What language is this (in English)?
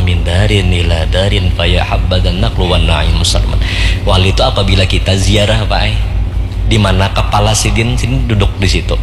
Banjar